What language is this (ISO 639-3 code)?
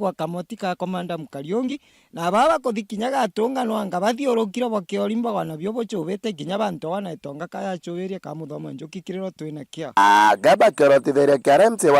mer